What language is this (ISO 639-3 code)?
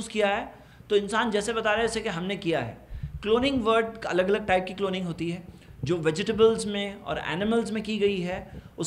urd